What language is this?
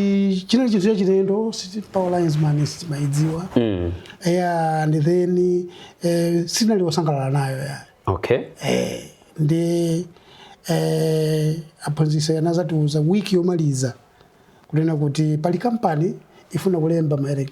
Nyanja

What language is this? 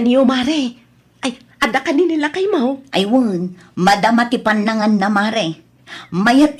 Iloko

